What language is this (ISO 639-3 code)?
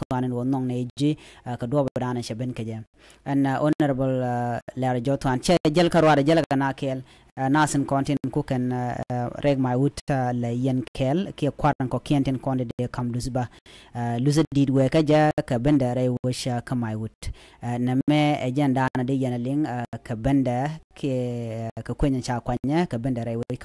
nus